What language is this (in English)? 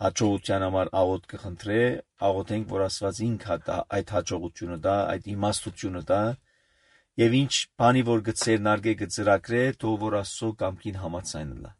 Armenian